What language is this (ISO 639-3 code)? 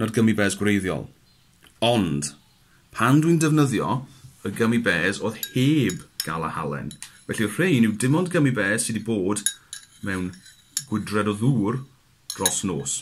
cym